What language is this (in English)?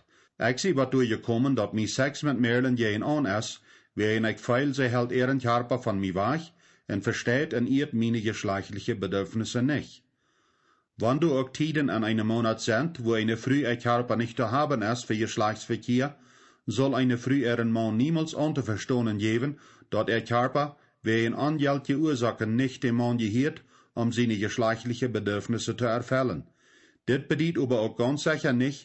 Plautdietsch